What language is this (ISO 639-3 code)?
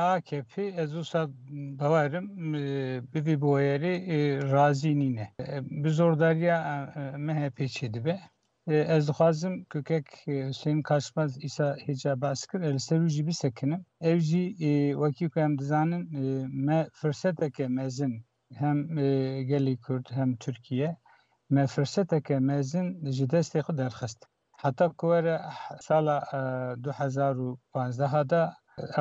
kur